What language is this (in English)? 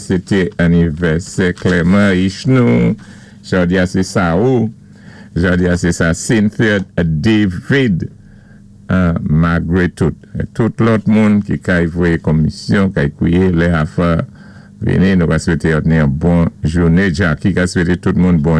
Saint Lucian Creole French